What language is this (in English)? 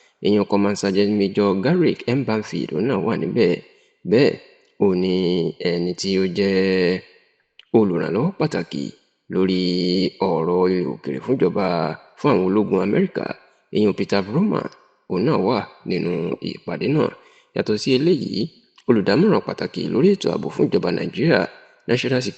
Yoruba